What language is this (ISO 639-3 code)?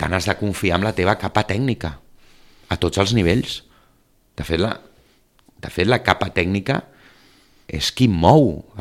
cat